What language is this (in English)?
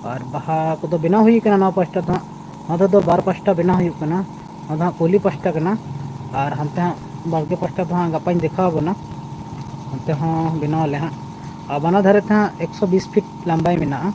Santali